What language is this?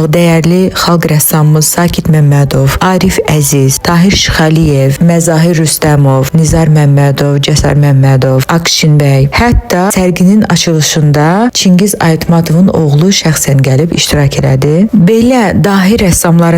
Azerbaijani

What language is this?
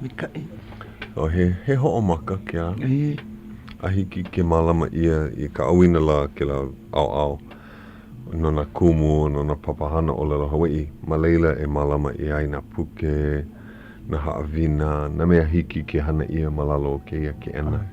Hawaiian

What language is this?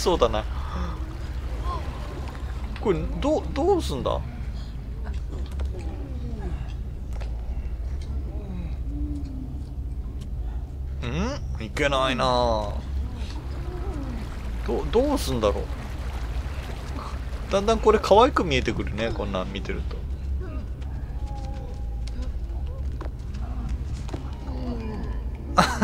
Japanese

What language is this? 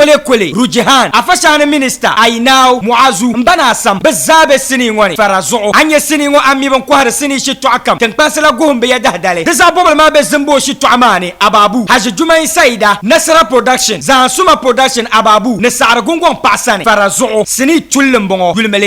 Dagbani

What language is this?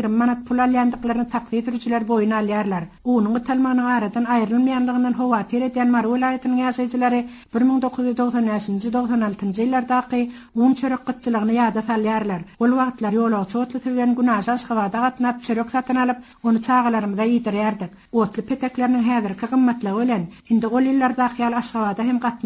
Turkmen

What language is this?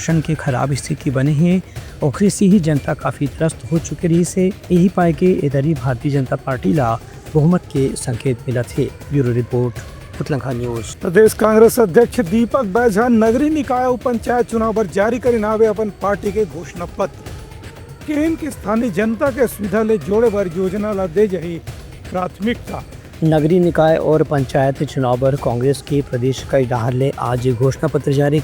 Chhattisgarhi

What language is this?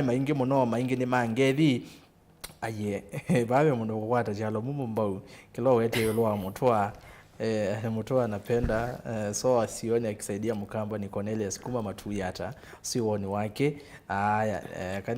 Kamba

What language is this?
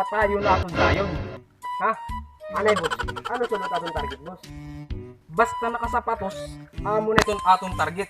Waray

